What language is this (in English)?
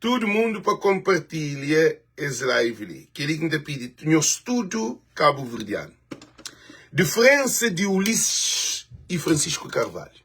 Kabuverdianu